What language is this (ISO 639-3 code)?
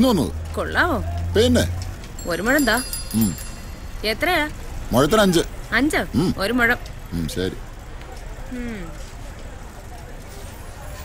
mal